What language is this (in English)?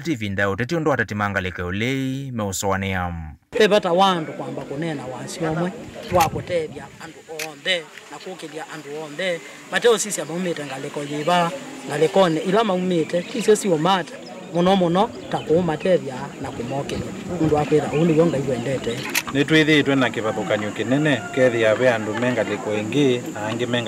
Kamba